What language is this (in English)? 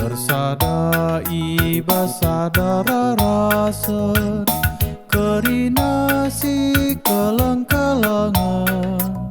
Batak Karo